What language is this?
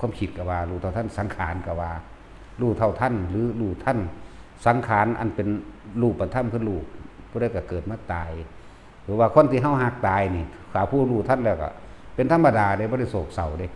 Northeastern Thai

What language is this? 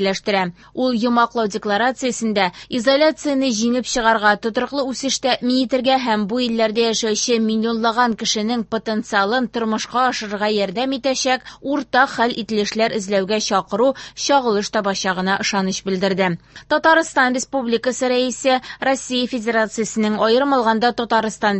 Tatar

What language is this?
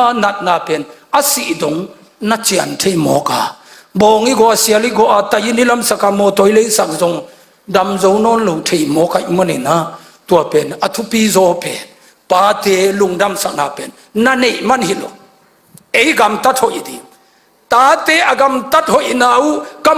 Tedim Chin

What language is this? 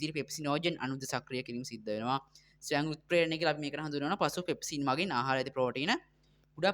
Sinhala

